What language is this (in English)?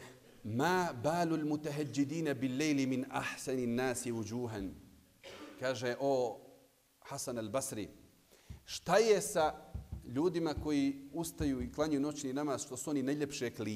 Bosnian